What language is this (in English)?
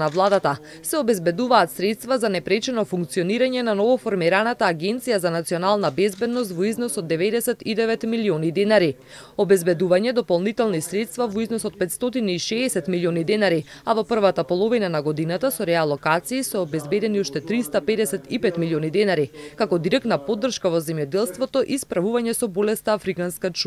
Macedonian